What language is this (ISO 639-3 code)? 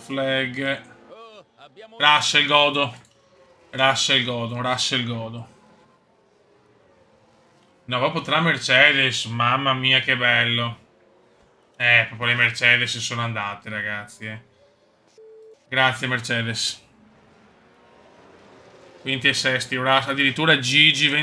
ita